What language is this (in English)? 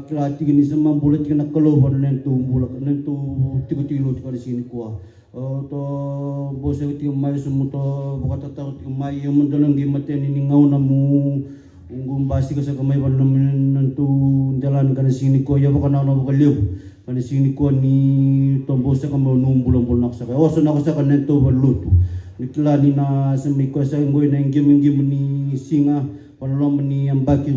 Fijian